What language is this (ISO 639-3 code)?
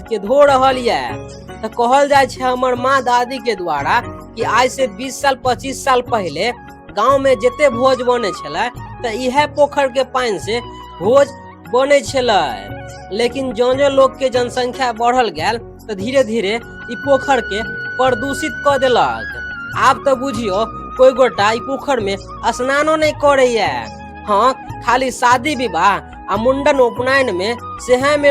mai